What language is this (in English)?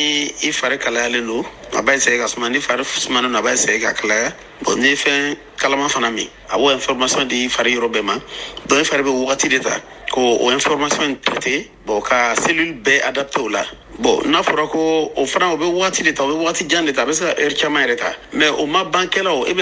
Bambara